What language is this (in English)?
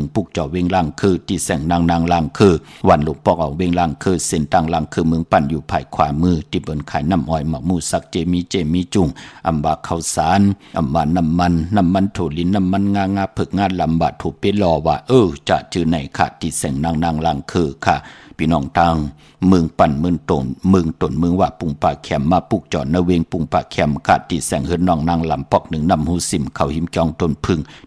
Shan